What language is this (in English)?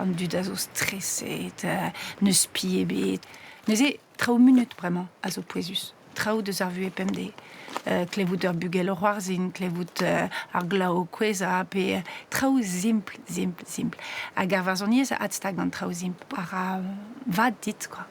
Breton